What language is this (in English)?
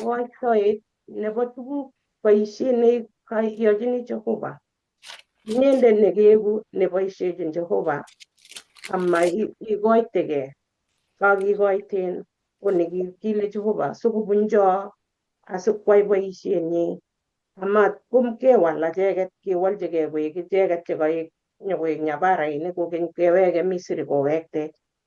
Kalenjin